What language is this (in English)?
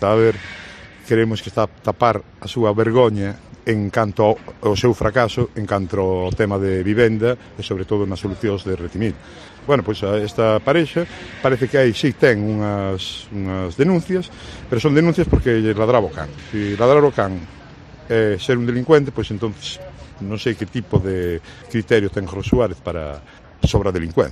Galician